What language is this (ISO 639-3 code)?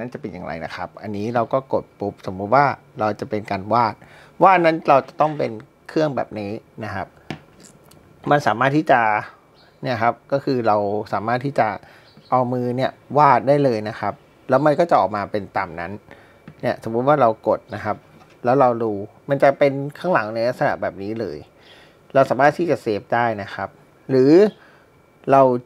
tha